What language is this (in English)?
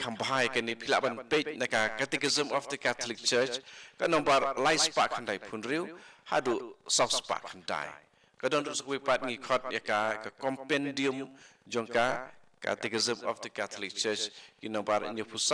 Khasi